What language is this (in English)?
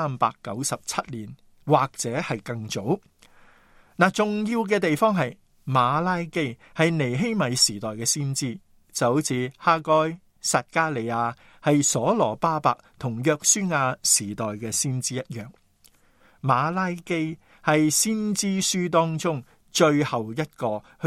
Cantonese